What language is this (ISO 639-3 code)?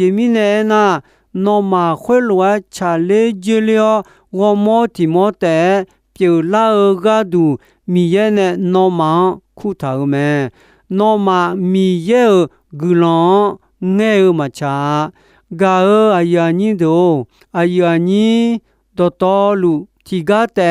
ahk